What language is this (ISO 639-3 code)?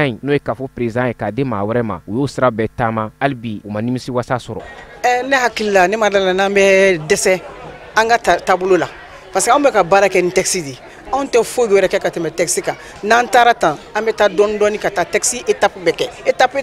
bam